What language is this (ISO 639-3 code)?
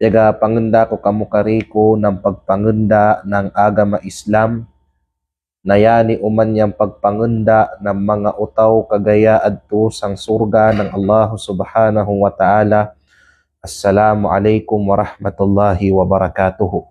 kqe